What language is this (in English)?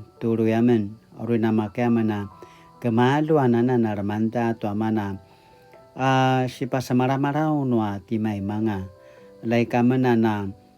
Paiwan